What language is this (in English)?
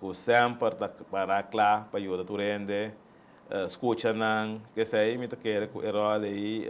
Papiamento